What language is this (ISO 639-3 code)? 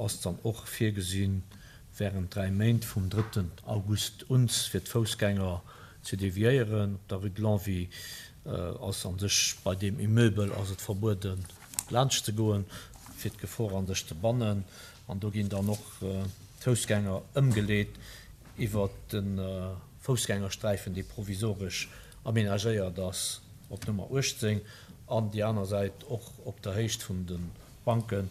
ltz